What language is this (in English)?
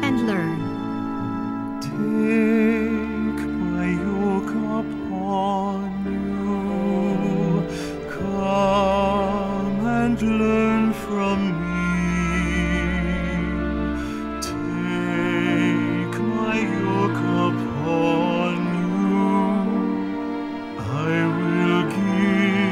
English